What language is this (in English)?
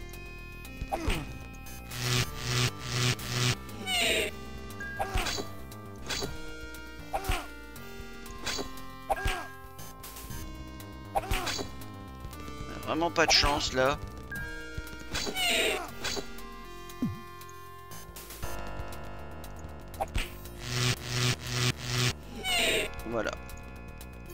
French